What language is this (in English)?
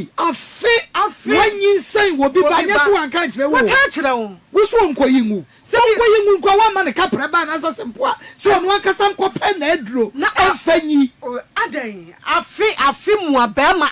Akan